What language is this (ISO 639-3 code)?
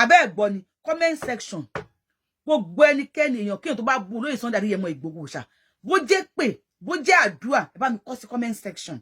yor